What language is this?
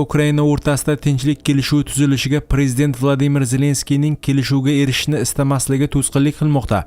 Uzbek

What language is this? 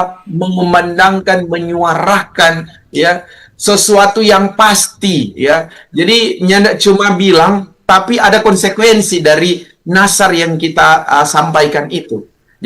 Manado Malay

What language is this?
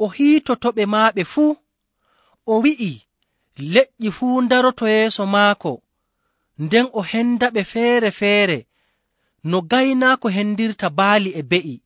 Nigerian Fulfulde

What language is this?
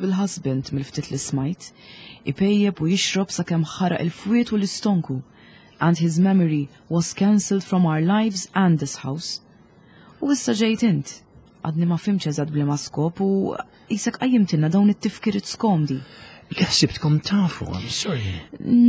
Maltese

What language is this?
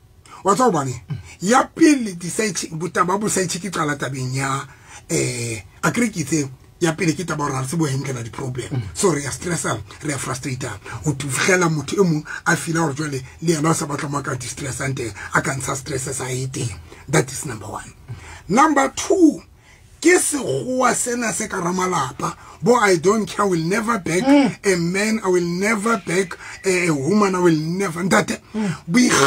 Southern Sotho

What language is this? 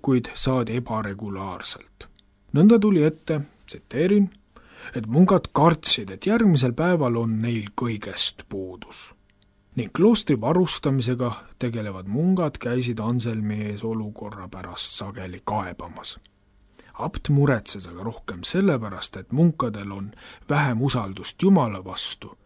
Estonian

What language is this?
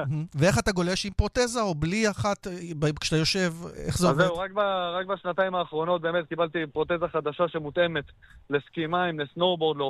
Hebrew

